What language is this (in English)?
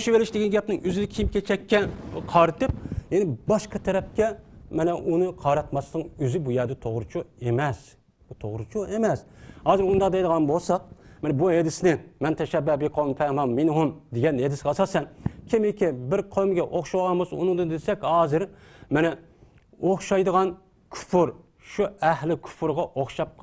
Uyghur